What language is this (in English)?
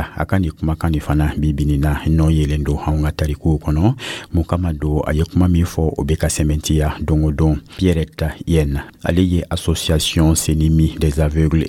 Dyula